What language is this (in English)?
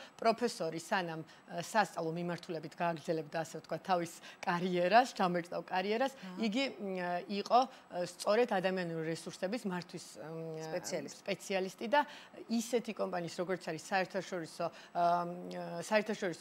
Georgian